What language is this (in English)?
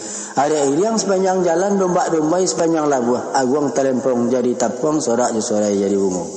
Minangkabau